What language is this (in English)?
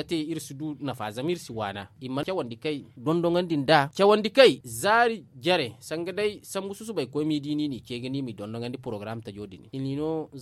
Zarma